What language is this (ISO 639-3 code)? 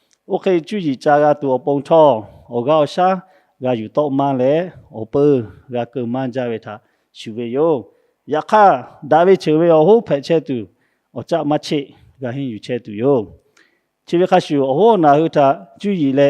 lhu